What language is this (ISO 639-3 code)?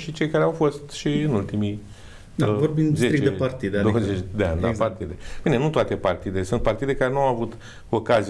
ron